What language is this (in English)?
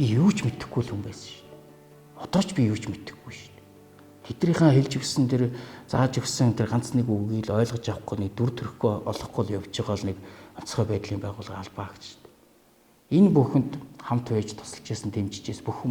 Mongolian